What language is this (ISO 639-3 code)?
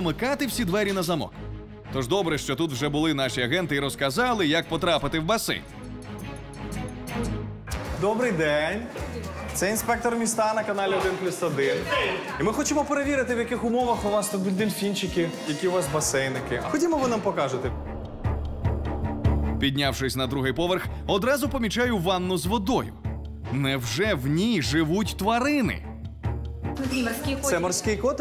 ukr